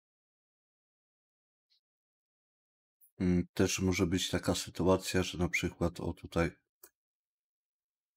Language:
Polish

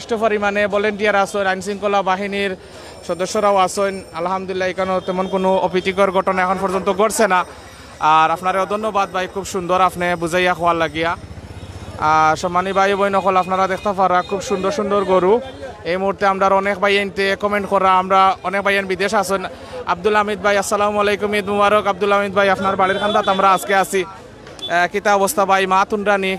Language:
Sylheti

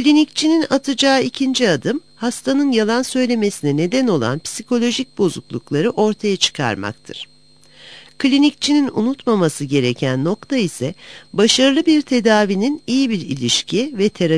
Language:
Turkish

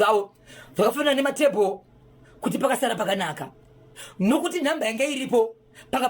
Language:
Shona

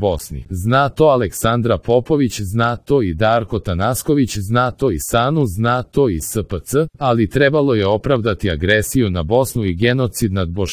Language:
Serbian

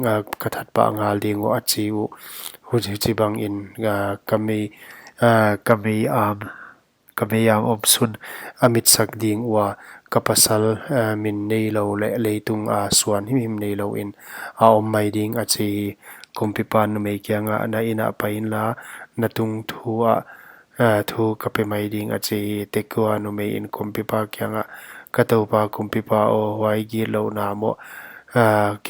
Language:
Paite Chin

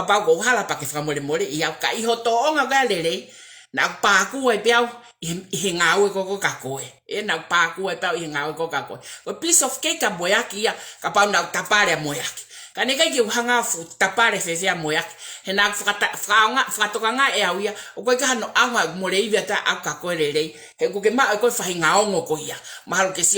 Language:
Tongan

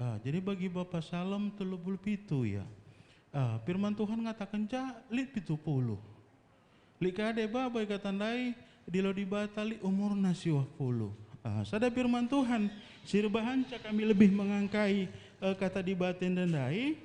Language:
Batak Karo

